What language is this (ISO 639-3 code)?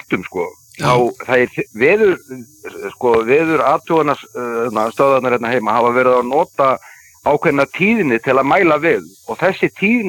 isl